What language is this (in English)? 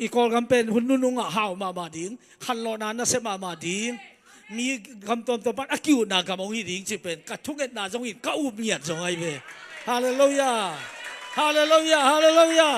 Tedim Chin